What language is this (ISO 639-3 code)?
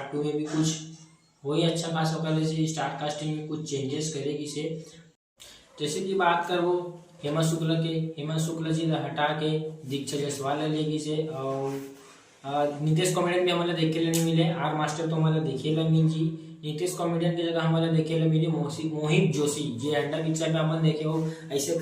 hne